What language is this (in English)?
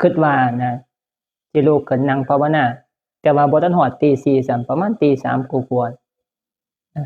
Northeastern Thai